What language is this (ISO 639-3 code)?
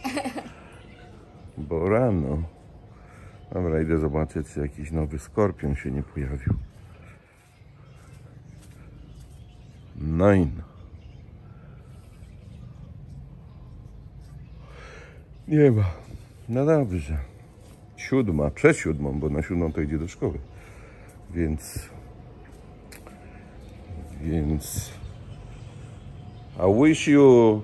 pol